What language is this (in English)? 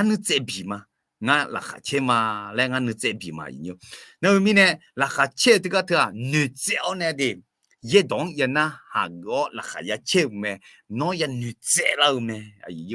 Akha